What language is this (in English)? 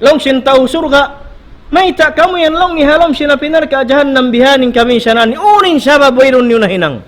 Tausug